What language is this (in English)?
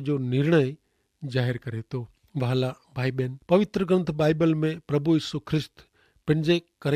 Kachhi